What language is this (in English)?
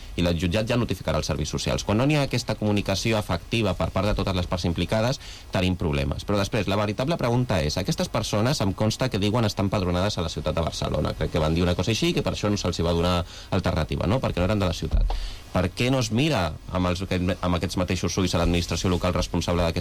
Catalan